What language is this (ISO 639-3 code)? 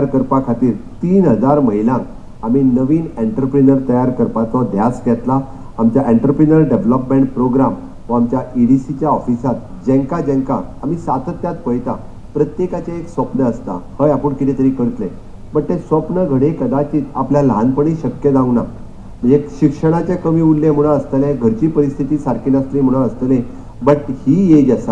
kok